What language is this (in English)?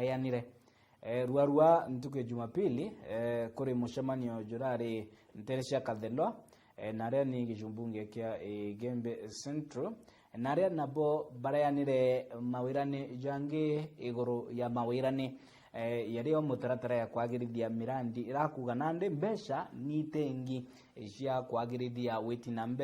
Meru